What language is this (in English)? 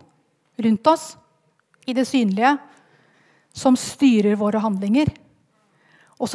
Norwegian